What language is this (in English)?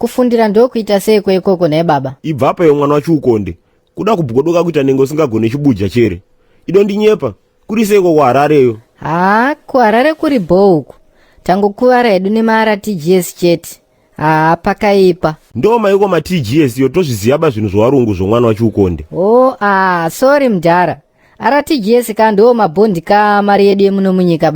Shona